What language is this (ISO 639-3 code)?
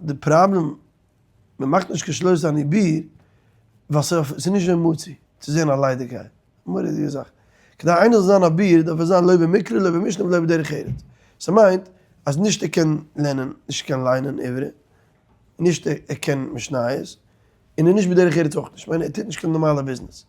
yid